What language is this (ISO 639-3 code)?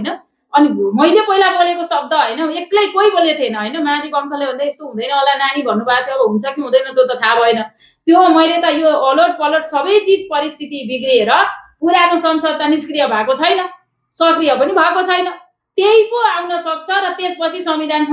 nep